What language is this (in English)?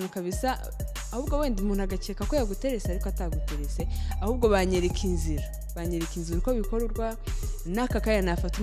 Kinyarwanda